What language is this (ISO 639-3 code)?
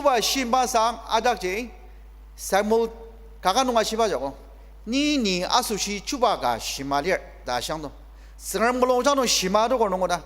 njo